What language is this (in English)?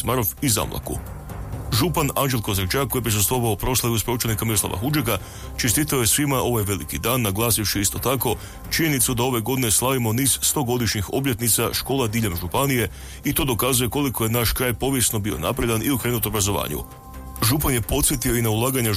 Croatian